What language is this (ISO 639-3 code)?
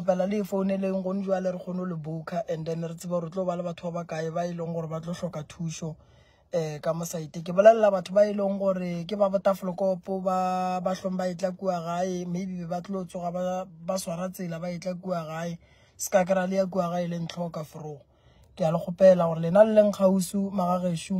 nso